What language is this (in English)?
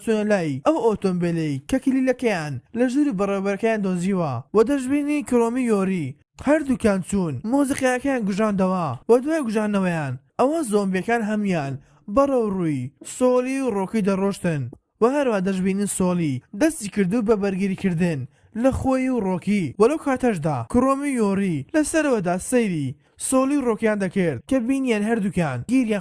Central Kurdish